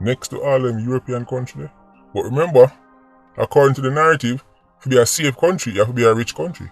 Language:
Jamaican Creole English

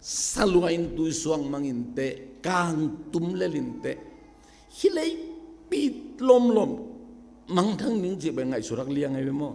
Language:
Tedim Chin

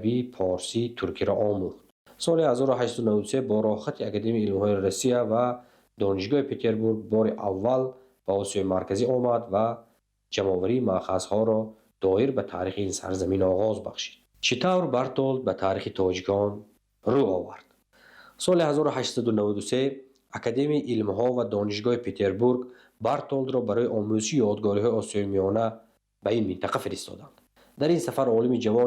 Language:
Tajik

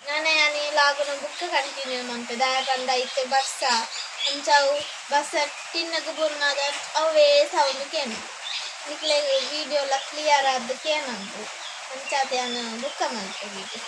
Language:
Tulu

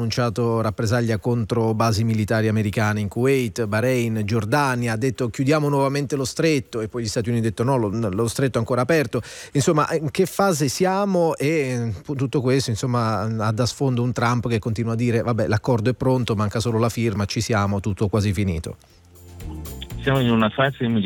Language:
Italian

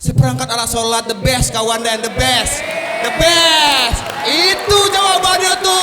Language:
Minangkabau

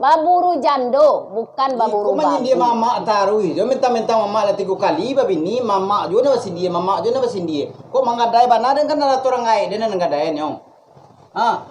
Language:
Minangkabau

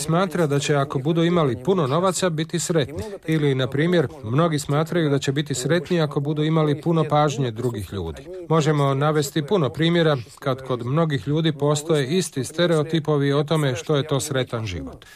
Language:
Croatian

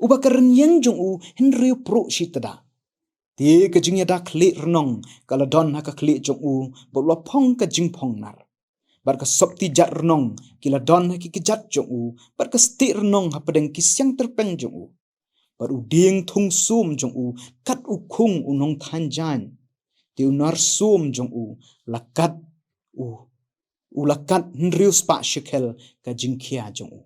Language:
Khasi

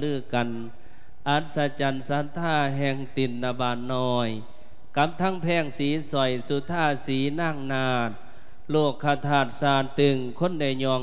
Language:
Lao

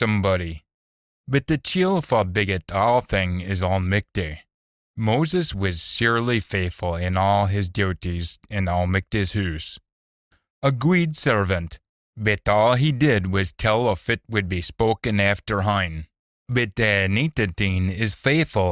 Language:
Scots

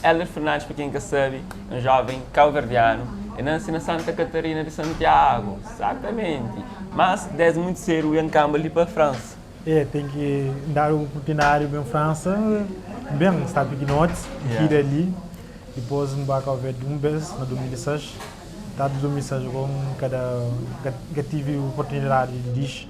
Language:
Kabuverdianu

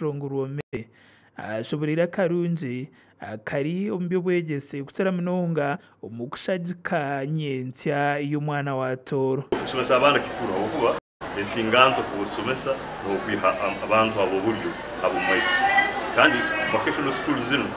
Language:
Nyankole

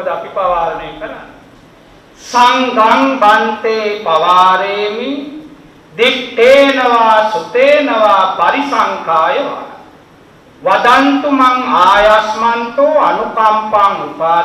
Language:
Sinhala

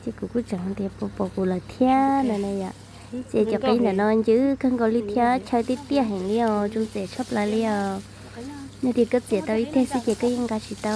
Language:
Hmong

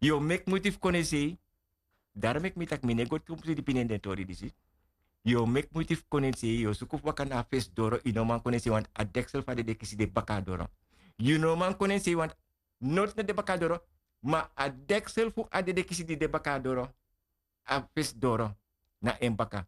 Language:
Sranan Tongo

